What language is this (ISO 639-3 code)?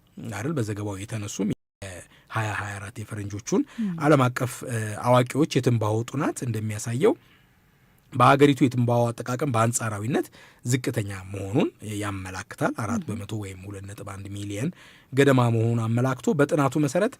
amh